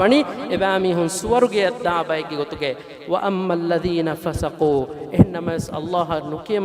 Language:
Divehi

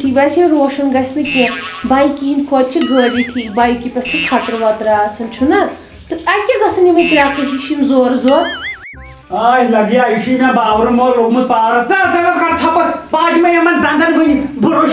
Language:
Kashmiri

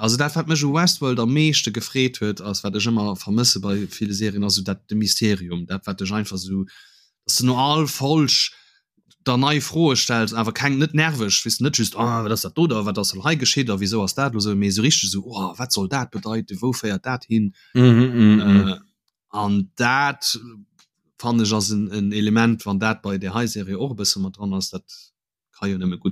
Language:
Luxembourgish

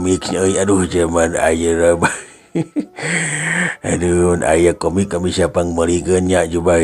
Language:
Sundanese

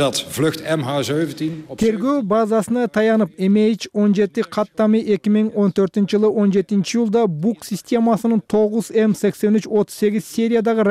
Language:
Kyrgyz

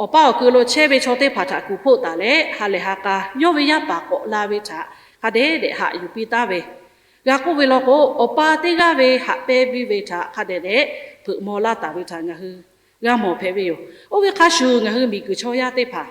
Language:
Lahu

